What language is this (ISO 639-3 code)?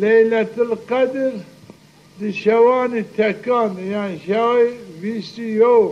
zza